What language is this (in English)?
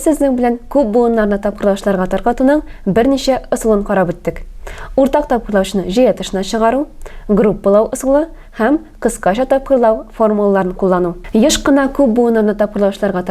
Tatar